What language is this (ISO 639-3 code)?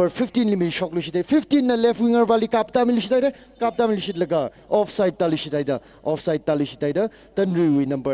nmf